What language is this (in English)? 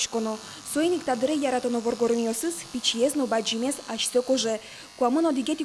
Udmurt